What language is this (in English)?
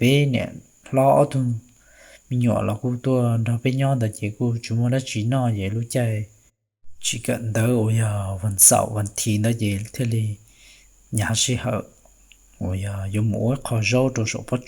Hmong